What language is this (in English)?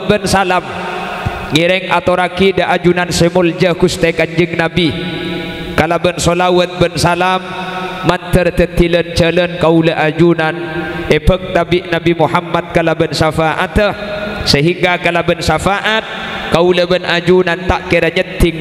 Madurese